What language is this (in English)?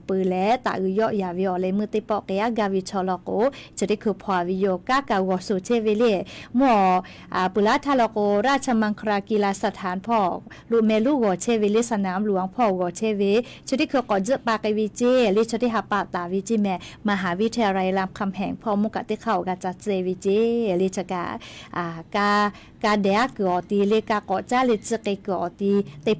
Lahu